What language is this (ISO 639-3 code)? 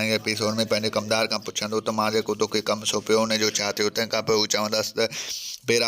snd